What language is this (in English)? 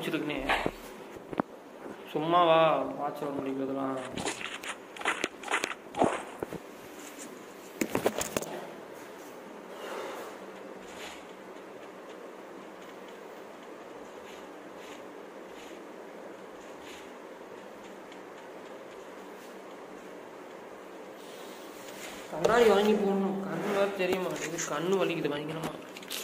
Tamil